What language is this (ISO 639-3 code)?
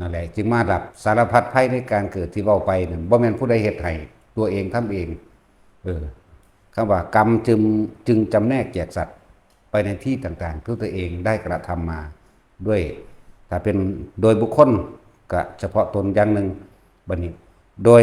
tts